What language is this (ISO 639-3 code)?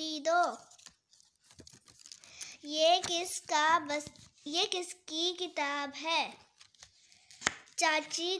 hin